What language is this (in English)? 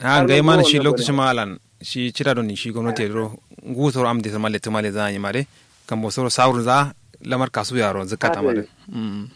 Kanuri